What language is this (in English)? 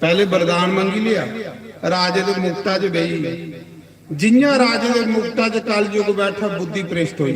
Dogri